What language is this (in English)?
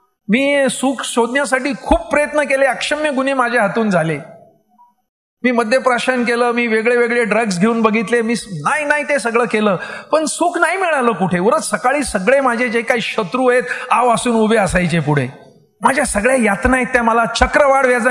Marathi